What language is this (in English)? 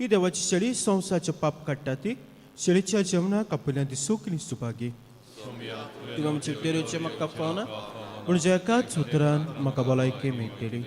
Konkani